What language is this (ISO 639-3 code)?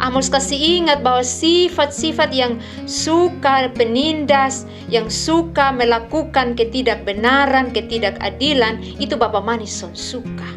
mkn